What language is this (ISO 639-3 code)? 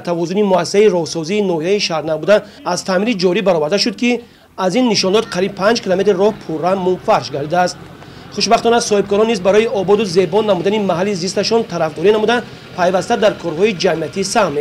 tgk